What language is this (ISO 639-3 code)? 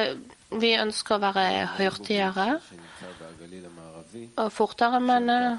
nor